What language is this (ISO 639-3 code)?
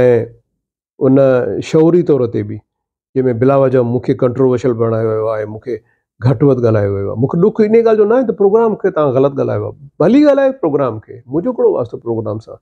snd